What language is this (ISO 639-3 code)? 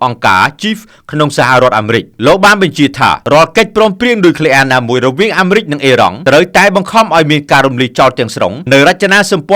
khm